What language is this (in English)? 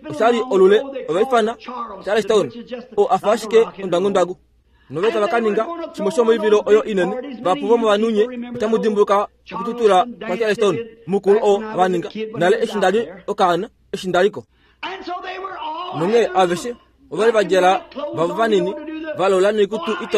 Kuanyama